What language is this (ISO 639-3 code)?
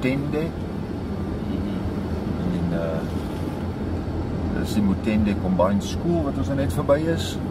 afr